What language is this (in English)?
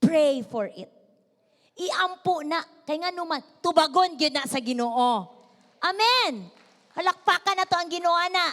Cebuano